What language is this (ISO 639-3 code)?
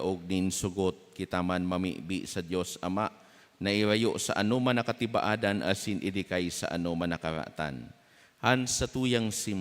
bik